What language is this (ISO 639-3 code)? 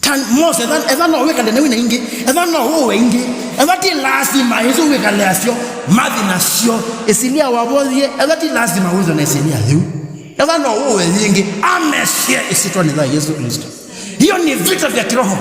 kam